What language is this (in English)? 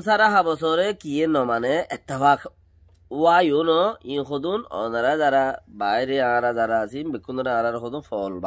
Rohingya